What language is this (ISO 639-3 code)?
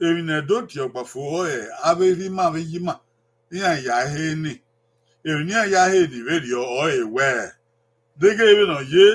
bin